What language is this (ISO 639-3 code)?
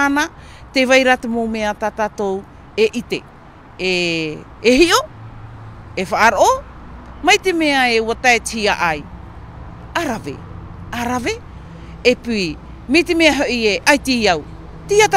tah